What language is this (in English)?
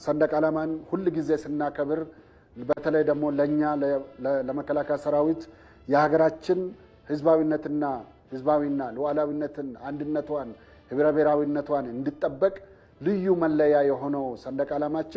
Amharic